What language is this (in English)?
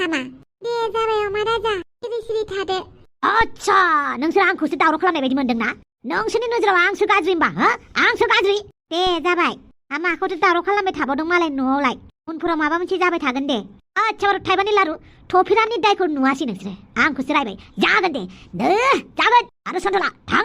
Bodo